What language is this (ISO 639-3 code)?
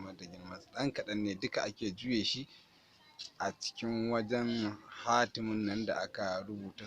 hau